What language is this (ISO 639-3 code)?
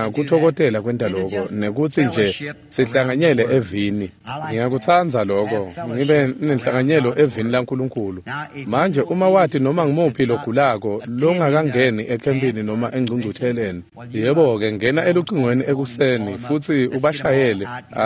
ssw